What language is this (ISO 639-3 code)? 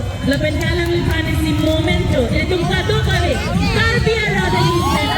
mjw